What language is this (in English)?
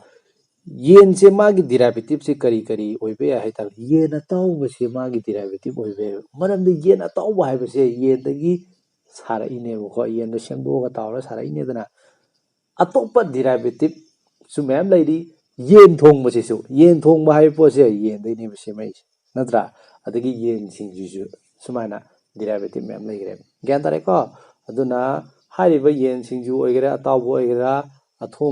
Manipuri